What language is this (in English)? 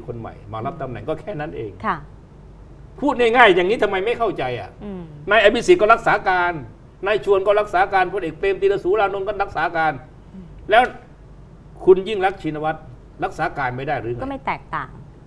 Thai